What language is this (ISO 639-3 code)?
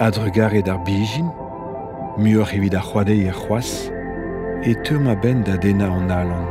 bre